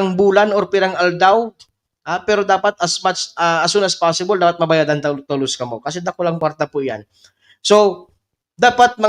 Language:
Bikol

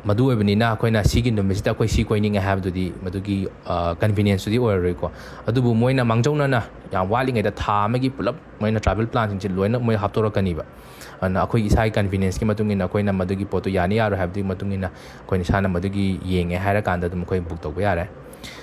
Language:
Manipuri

